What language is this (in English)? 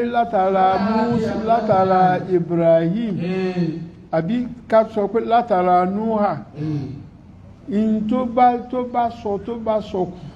Yoruba